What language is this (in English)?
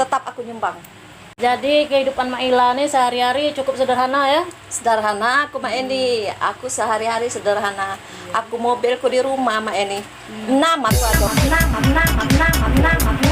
Musi